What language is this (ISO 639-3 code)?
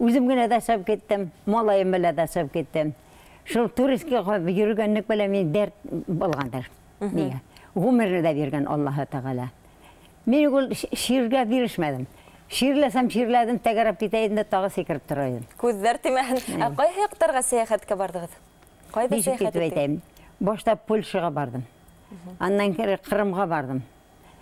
bak